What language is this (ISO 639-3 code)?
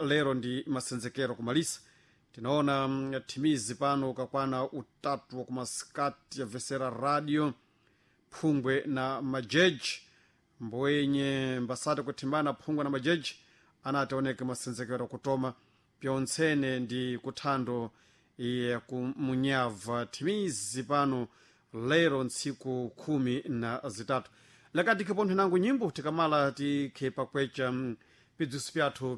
seh